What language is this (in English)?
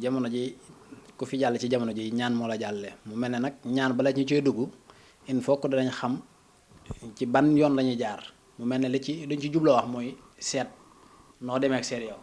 Wolof